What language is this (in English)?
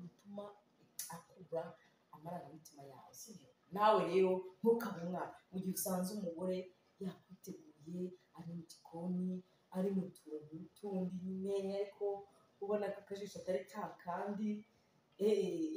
Kinyarwanda